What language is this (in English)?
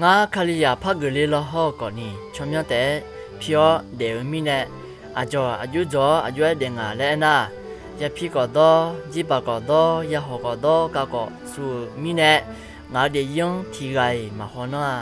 Akha